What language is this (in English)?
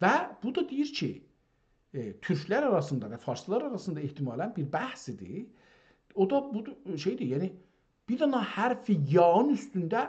South Azerbaijani